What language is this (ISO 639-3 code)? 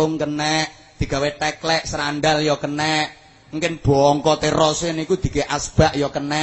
jav